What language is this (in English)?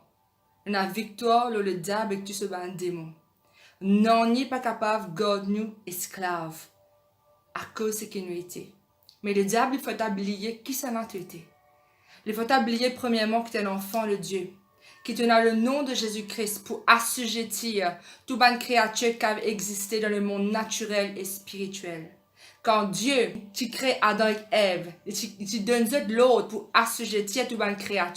Morisyen